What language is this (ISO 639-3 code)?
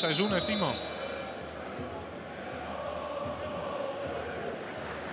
nld